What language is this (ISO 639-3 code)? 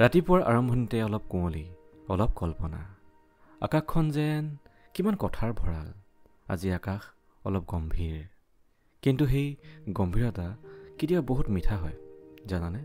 asm